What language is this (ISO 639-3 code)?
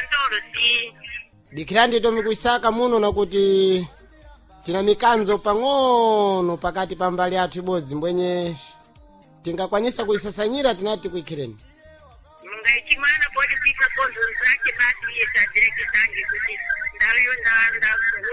seh